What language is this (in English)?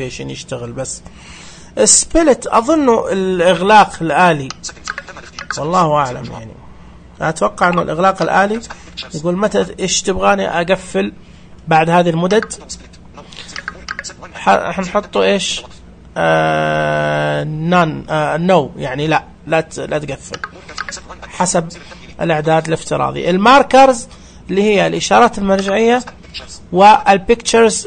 Najdi Arabic